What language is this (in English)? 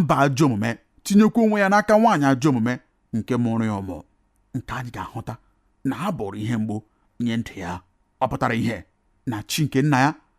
Igbo